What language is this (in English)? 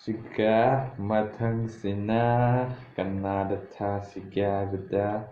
Manipuri